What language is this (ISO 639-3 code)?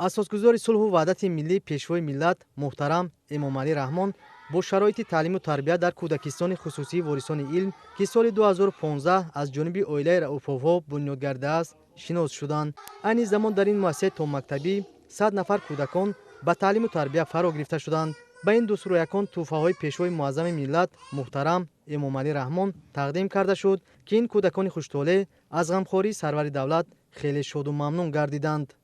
tgk